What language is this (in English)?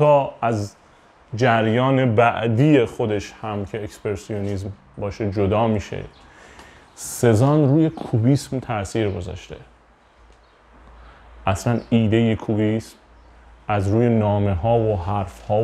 Persian